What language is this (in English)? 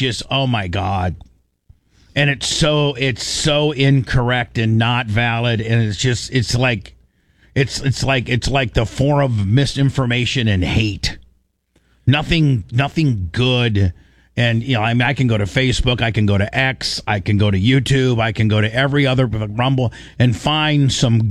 English